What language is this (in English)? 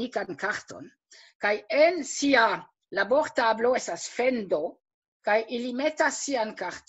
Esperanto